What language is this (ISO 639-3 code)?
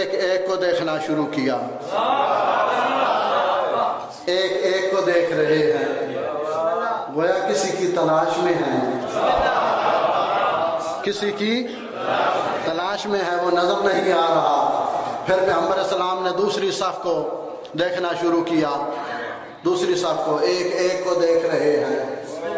urd